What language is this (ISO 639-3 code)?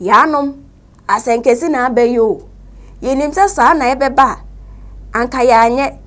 aka